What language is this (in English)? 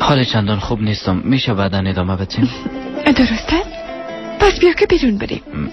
Persian